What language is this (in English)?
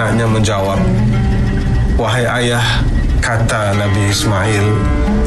Malay